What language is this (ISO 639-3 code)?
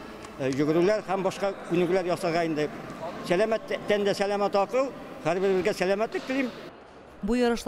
tat